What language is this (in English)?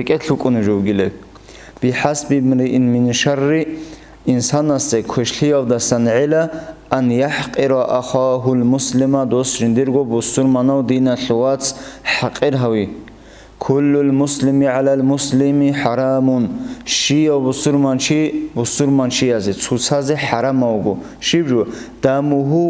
Avaric